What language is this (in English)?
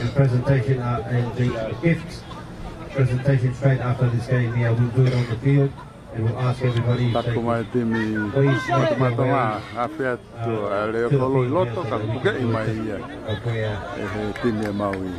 Tongan